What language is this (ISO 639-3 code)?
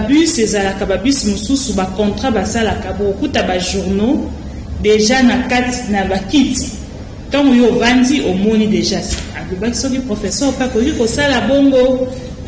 lin